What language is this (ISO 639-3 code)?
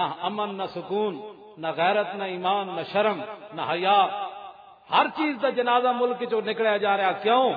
lah